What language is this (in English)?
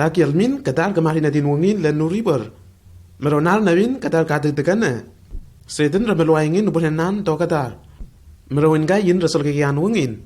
Lenakel